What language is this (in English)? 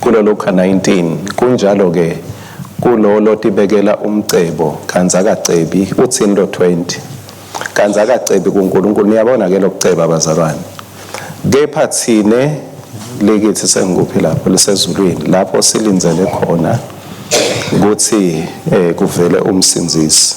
Swati